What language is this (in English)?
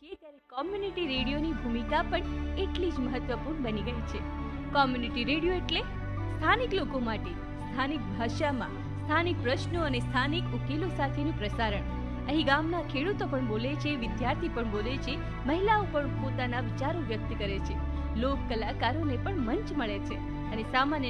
Gujarati